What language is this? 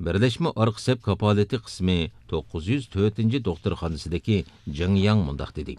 Uyghur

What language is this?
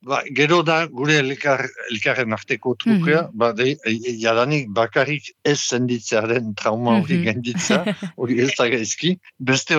Basque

